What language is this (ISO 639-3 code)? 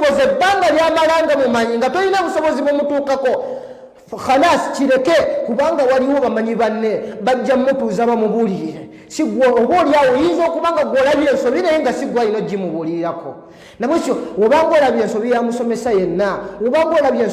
lug